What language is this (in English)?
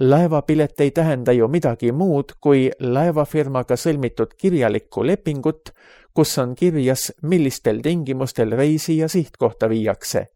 Estonian